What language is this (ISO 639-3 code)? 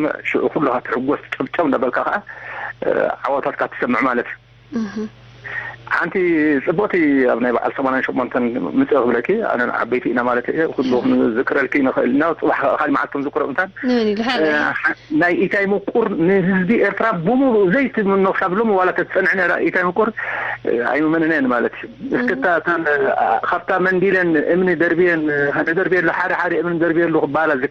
tir